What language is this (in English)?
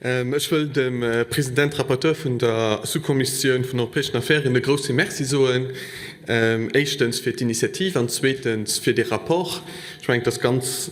Luxembourgish